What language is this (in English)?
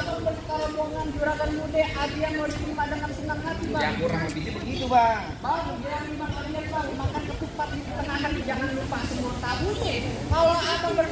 Betawi